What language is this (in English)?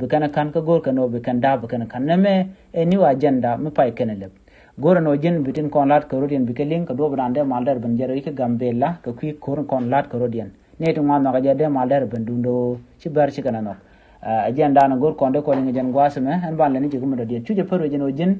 Nuer